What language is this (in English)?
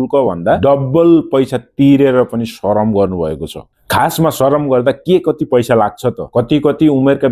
Nepali